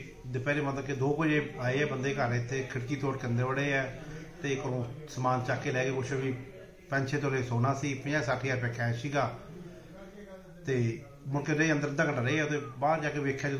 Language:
Punjabi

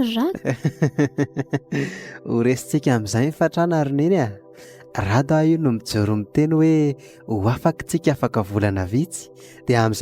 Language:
Malagasy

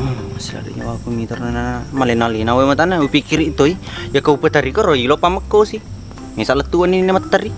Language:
Buginese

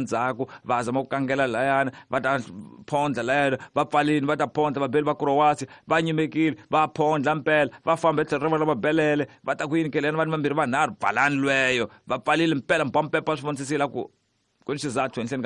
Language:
Tsonga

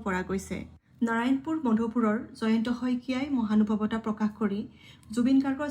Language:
Assamese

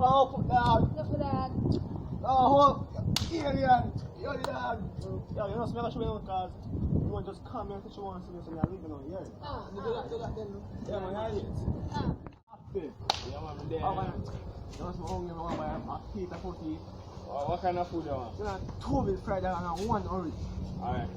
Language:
Jamaican Creole English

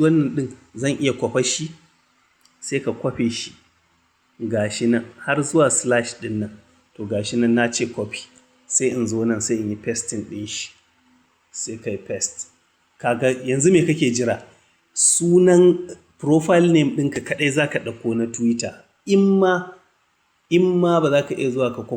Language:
Hausa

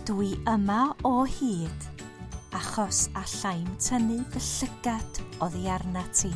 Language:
Welsh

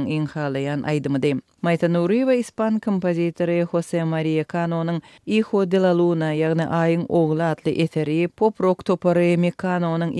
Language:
Turkmen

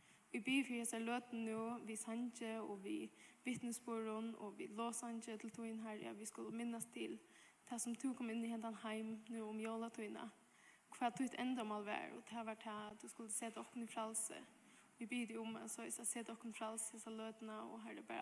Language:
Faroese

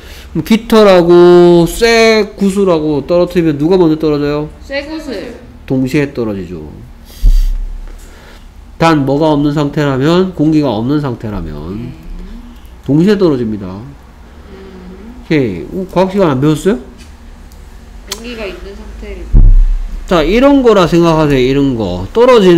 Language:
Korean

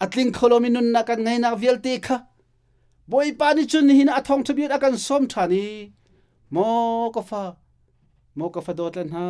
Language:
Hakha Chin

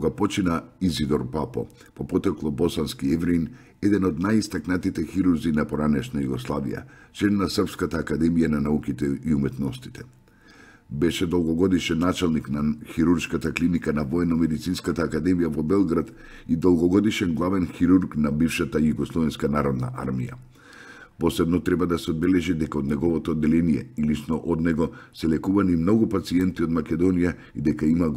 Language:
Macedonian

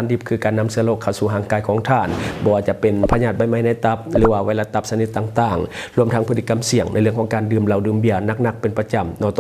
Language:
Lao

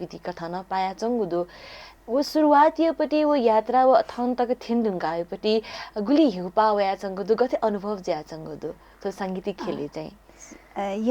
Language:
Newari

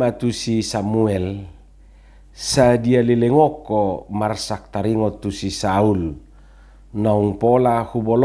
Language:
Batak Toba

